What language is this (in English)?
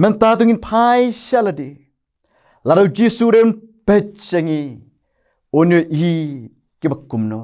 Khasi